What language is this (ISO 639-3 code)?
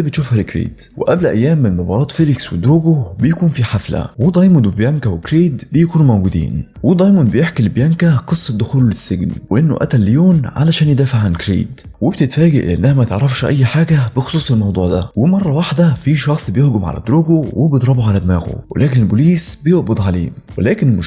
arz